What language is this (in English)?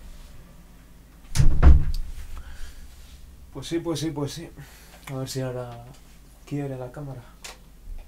Spanish